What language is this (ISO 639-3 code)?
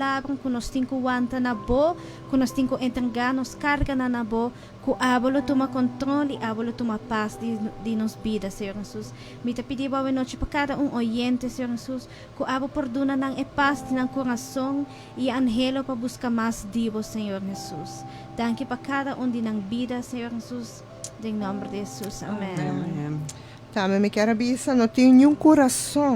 pap